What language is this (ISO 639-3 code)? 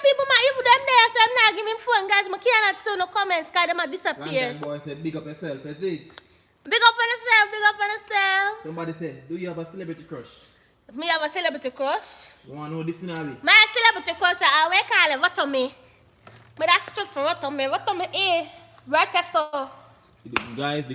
jam